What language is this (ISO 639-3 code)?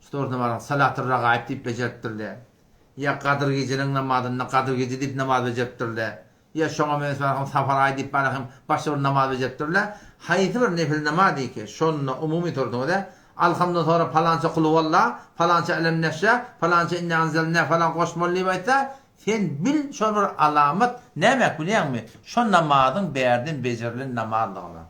tuk